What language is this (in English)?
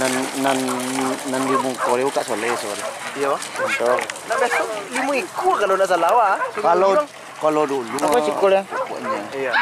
Minangkabau